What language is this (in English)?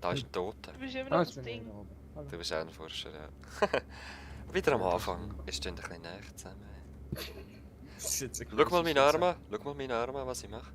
Swiss German